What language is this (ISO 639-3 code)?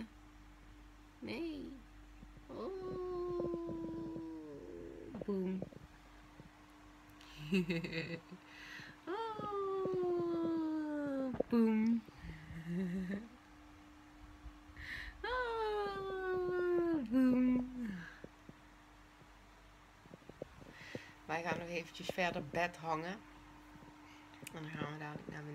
nld